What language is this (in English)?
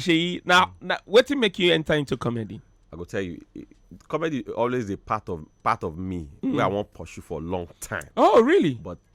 Nigerian Pidgin